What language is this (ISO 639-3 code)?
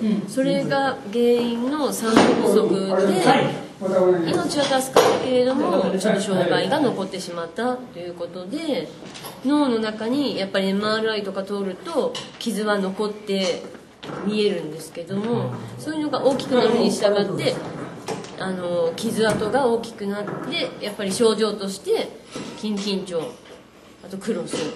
jpn